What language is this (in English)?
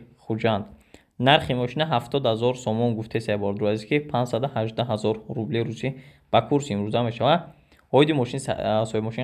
Tajik